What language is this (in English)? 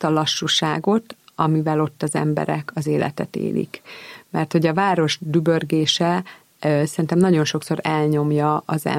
Hungarian